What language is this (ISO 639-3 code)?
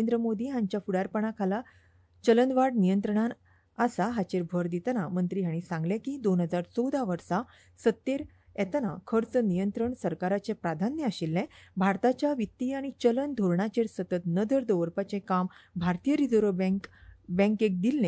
kok